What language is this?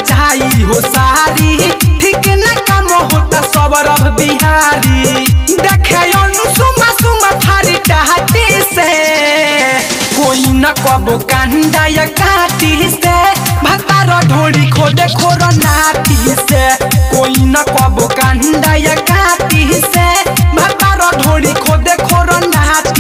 Bhojpuri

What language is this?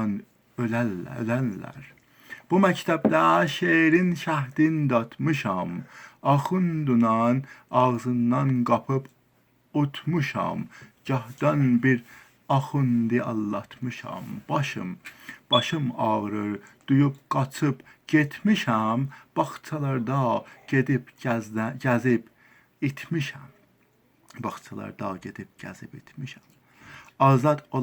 South Azerbaijani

